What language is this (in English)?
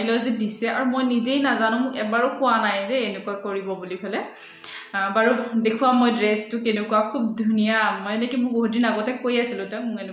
Assamese